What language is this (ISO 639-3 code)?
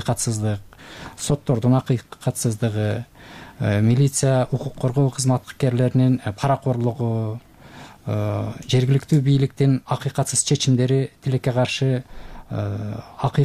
kir